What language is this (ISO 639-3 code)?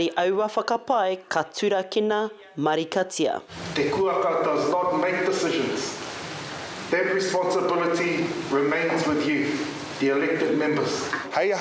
mri